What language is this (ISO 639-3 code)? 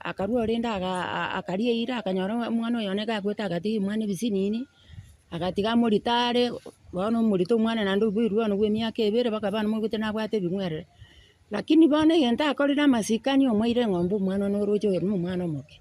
guz